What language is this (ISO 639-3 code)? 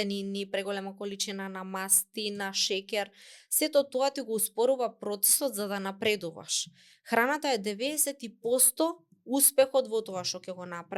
mkd